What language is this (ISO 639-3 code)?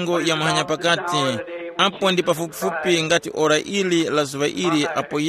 tum